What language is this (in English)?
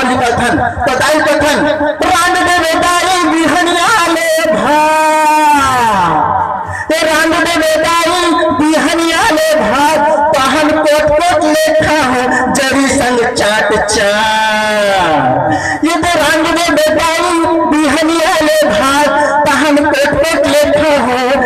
Chhattisgarhi